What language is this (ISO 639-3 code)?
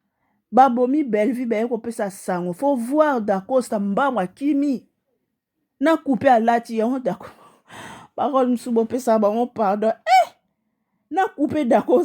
lin